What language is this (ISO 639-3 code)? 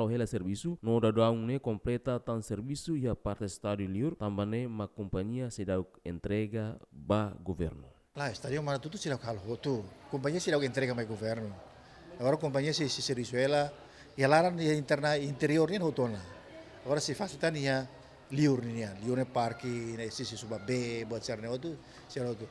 tet